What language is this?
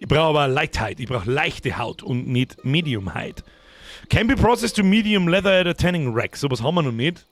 Bavarian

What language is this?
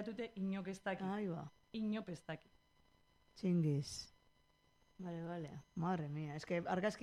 Basque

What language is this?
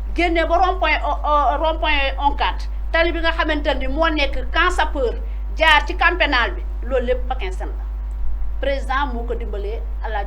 Wolof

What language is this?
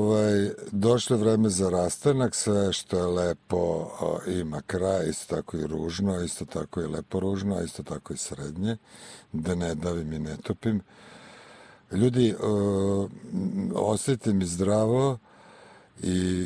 Serbian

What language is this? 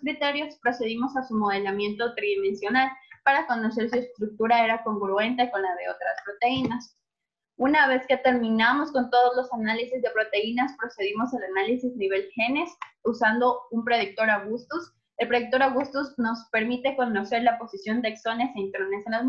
Spanish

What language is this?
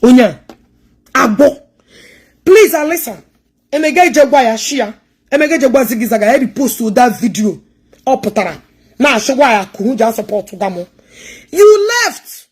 Igbo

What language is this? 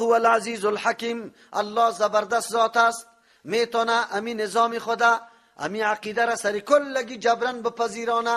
Persian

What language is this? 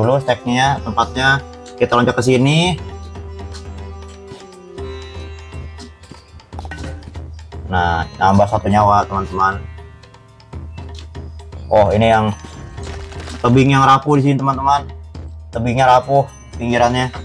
Indonesian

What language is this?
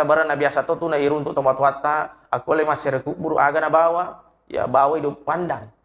Buginese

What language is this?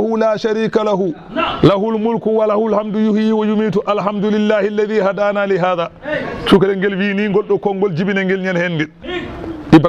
Fula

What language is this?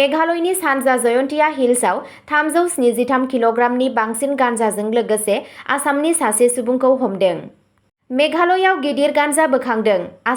Bodo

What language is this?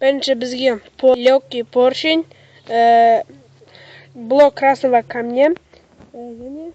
Kazakh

